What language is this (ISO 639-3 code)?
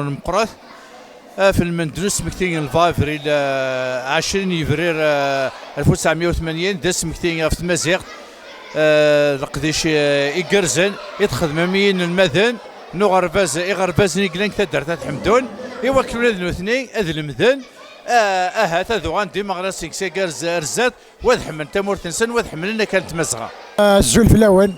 kab